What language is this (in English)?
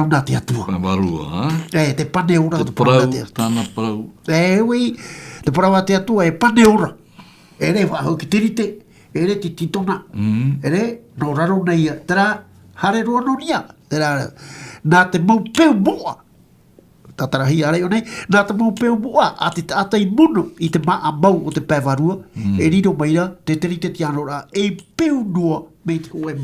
Tahitian